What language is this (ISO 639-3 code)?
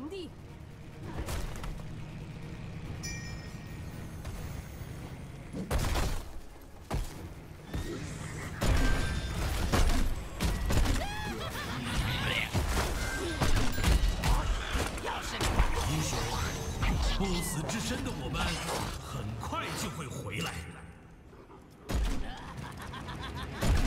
zho